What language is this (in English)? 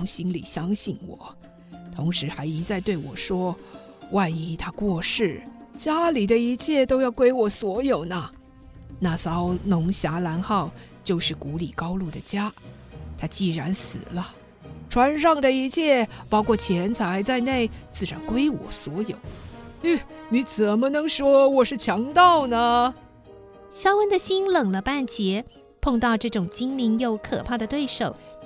Chinese